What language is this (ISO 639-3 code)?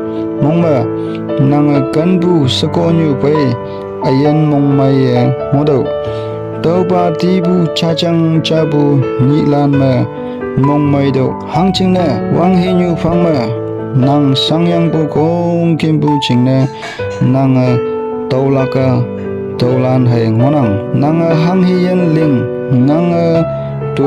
nbe